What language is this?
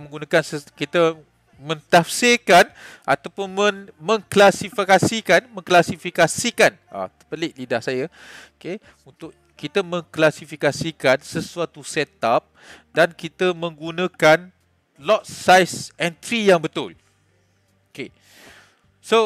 Malay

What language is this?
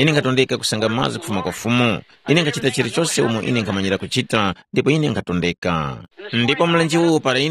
Tumbuka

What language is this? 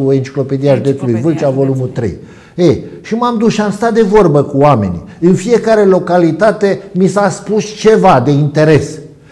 Romanian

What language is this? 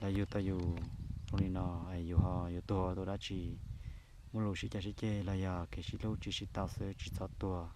Hmong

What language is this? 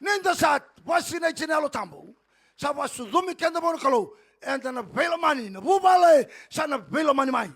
Fijian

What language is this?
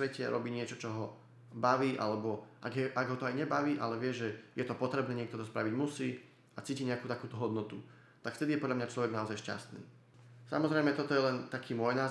Slovak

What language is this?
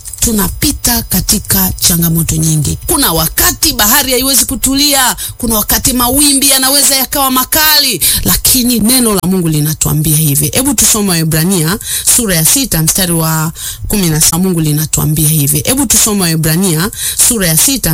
Swahili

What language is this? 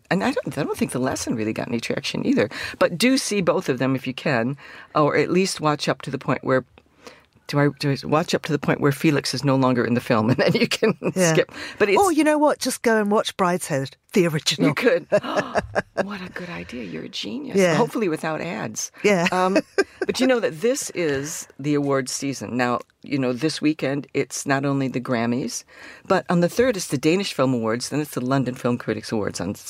English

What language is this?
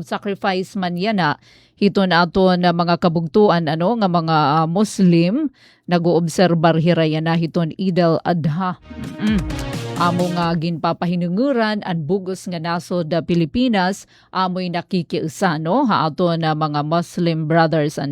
Waray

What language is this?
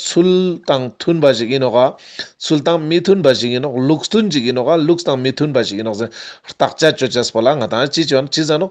Ladakhi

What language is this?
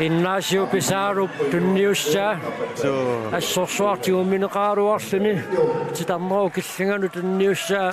Kalaallisut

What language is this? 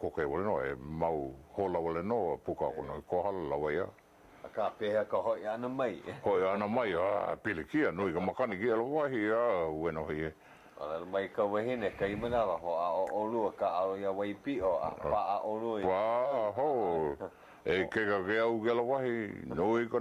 Hawaiian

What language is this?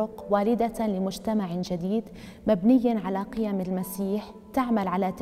Arabic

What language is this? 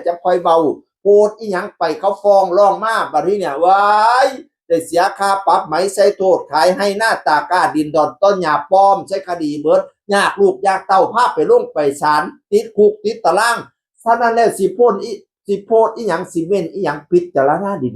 Northeastern Thai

